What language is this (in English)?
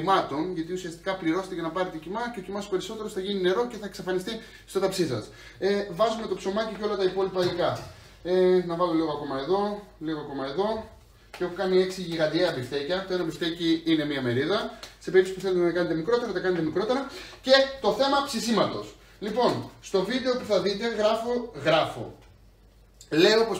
Greek